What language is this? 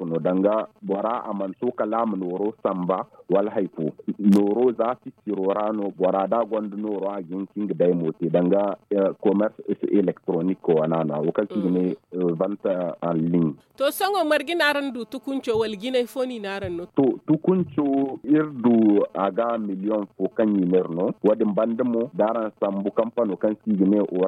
Zarma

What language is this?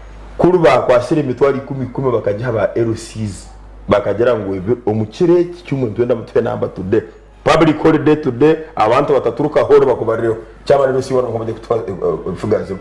Nyankole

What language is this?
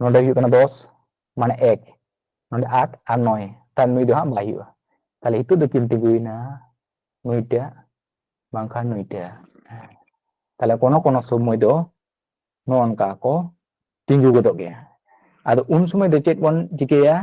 Santali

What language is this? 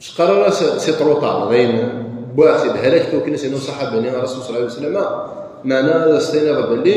Kabyle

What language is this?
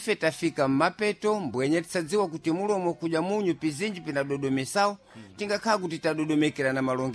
Sena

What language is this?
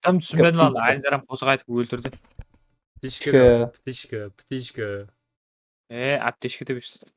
Kara-Kalpak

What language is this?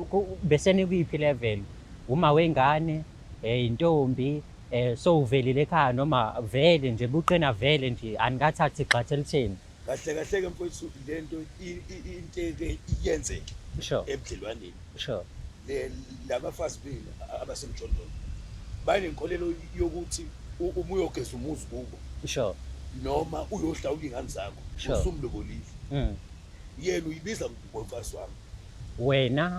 Zulu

